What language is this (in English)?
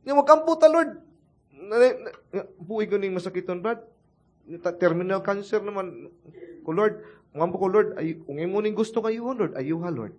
Cebuano